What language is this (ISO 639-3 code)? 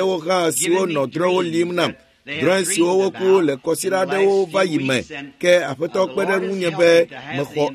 ewe